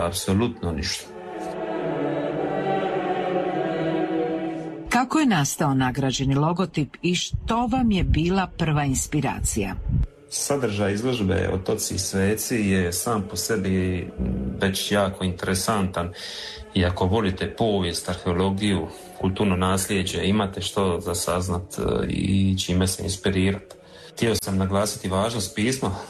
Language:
Croatian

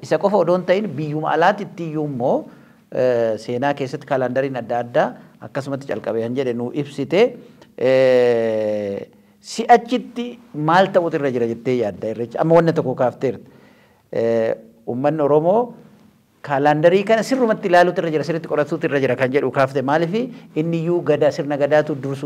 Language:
Oromo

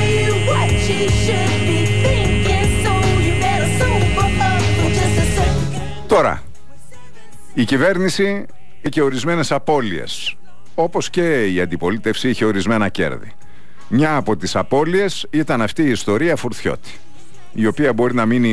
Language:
Greek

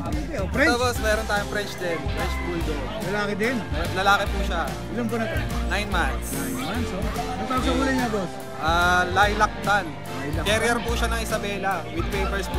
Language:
Filipino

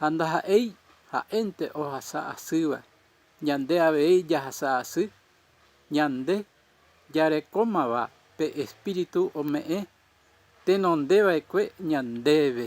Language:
Guarani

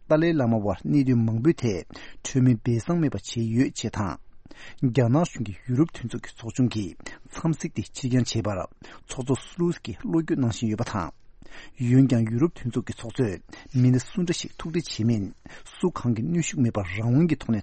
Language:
Tibetan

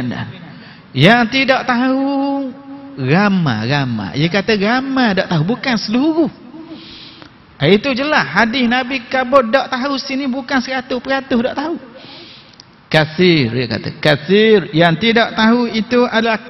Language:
Malay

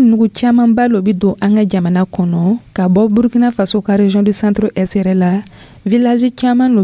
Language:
Dyula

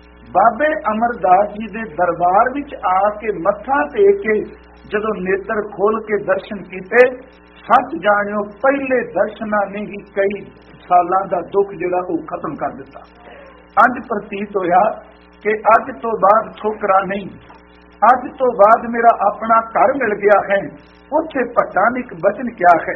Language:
Punjabi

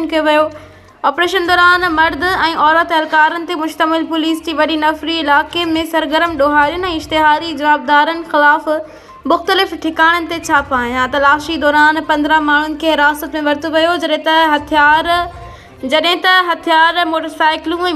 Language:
Sindhi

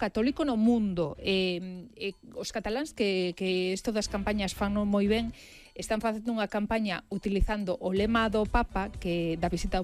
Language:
Galician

